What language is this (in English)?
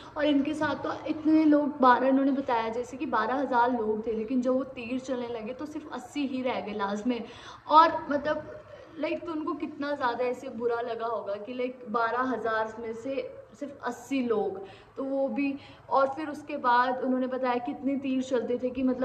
Hindi